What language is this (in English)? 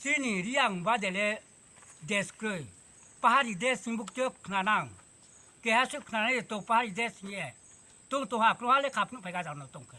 Riang (India)